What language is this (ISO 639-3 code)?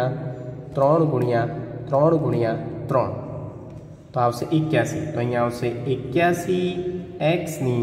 guj